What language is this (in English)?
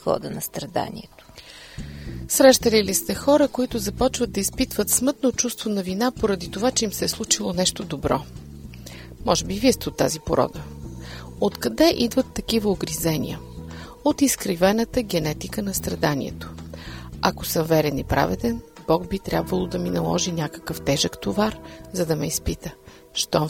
Bulgarian